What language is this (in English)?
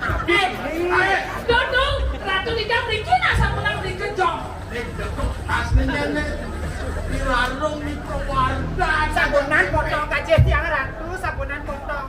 Balinese